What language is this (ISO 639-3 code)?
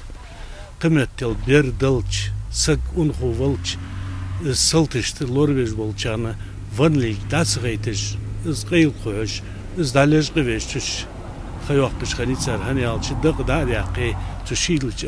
inh